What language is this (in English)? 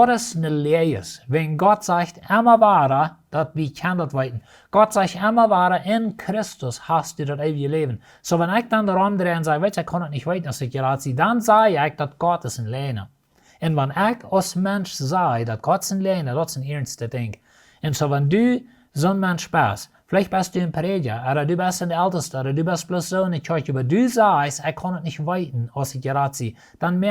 Plautdietsch